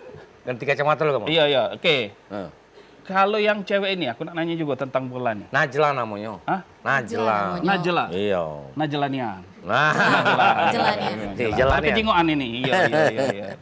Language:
Musi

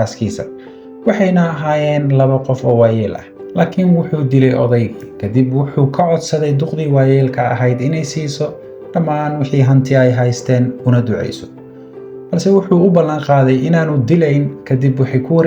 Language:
Somali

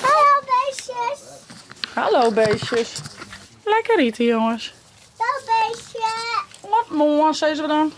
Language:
Western Frisian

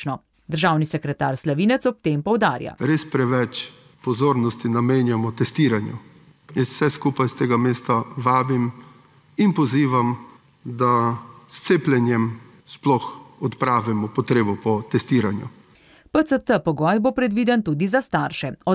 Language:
Slovenian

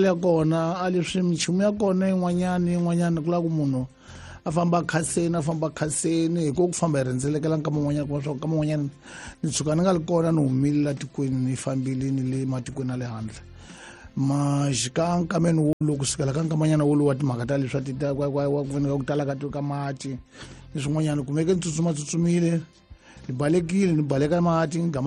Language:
Tsonga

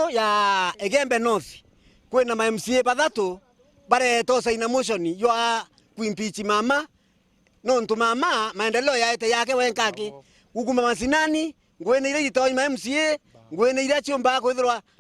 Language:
Meru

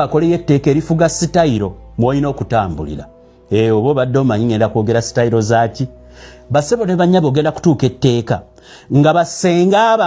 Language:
Ganda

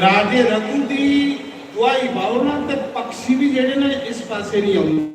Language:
Dogri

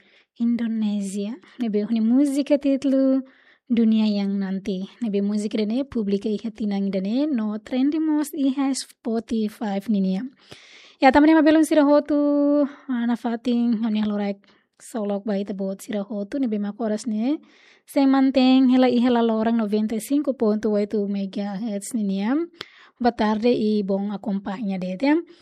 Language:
Tetum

